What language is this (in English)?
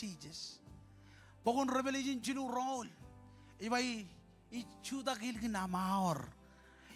Marshallese